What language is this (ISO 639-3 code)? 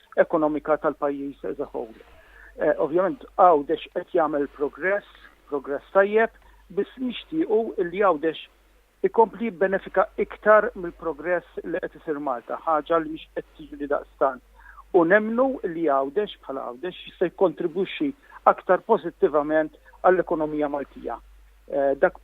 mlt